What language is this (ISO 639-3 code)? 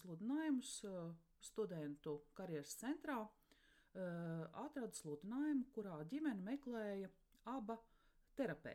lav